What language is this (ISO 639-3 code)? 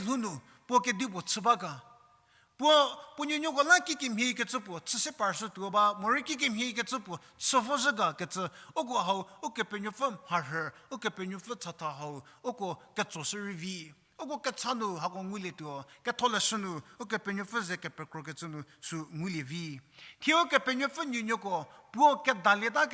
njm